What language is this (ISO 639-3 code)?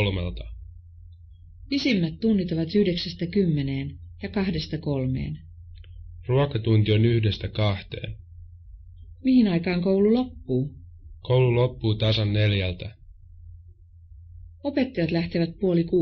fin